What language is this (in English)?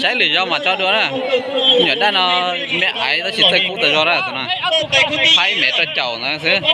Hmong